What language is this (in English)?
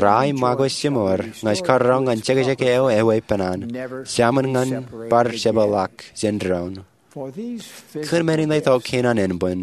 Marshallese